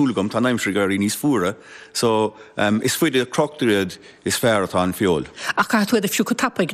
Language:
Irish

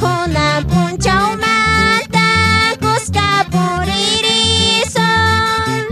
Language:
Quechua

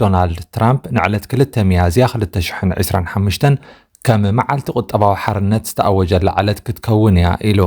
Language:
Tigrinya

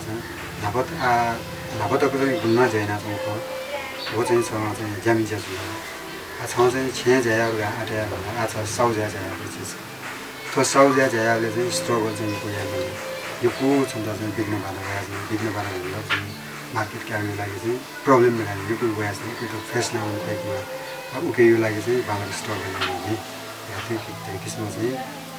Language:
Newari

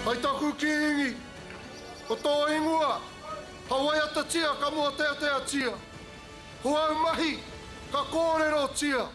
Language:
Māori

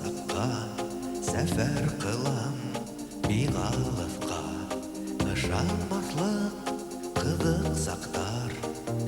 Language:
Bashkir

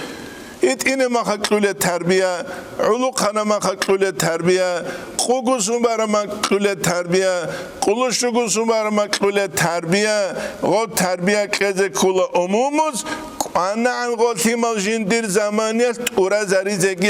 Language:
Avaric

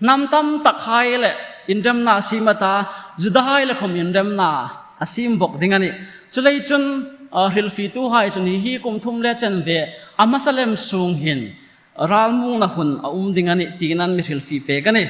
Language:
Hmar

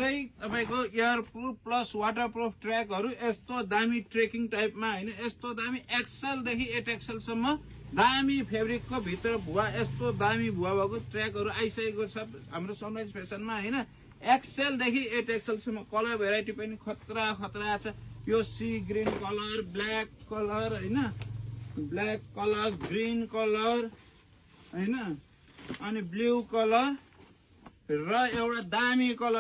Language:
Nepali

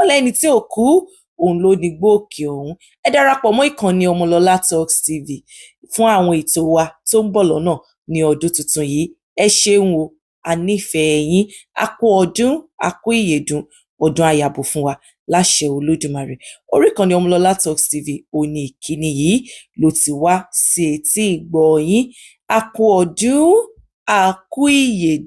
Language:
Yoruba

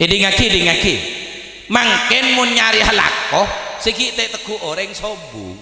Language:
Madurese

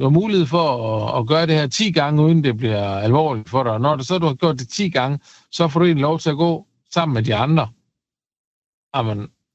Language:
Danish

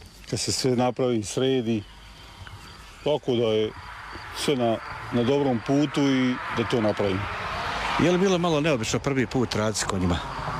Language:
Croatian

